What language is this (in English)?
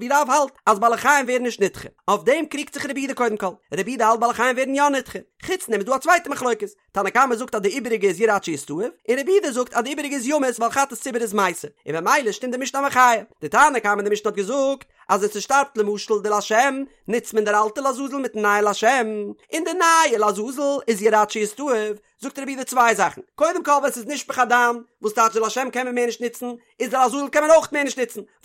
Yiddish